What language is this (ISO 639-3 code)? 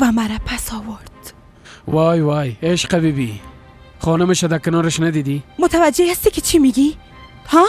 fas